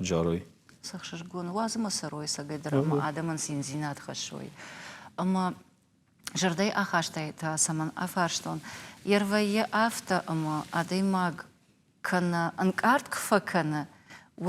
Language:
Ossetic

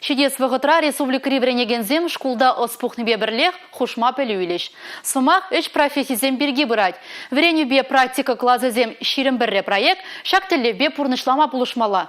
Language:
Chuvash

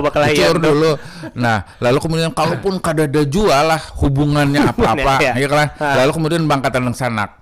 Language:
Banjar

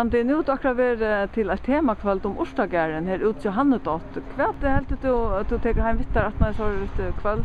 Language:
Faroese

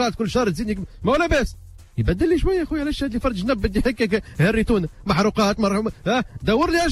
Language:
Tunisian Arabic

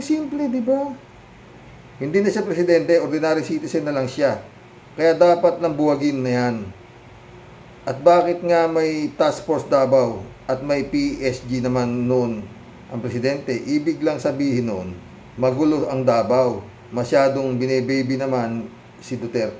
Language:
Filipino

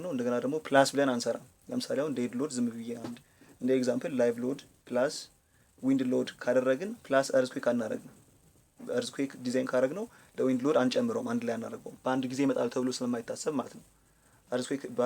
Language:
Amharic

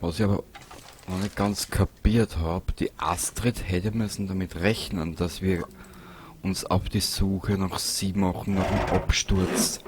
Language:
Bavarian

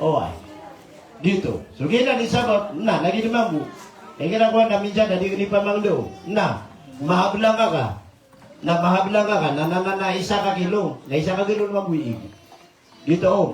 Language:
Maranao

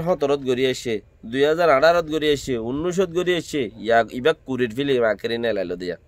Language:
Rohingya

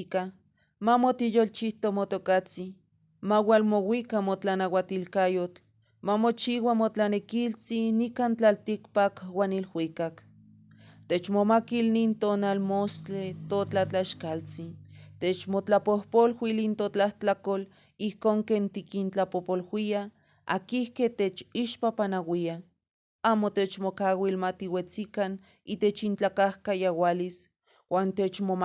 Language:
Eastern Huasteca Nahuatl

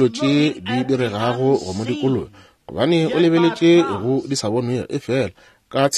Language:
Northern Sotho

